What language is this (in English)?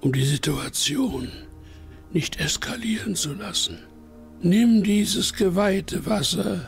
Bavarian